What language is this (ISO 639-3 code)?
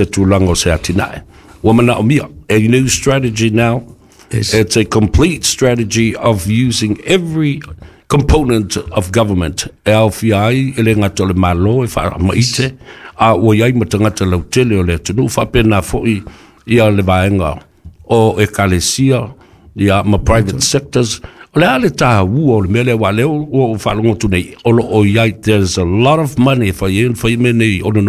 smo